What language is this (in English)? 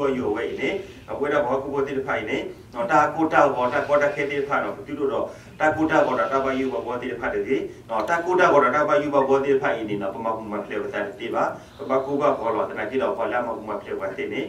S'gaw Karen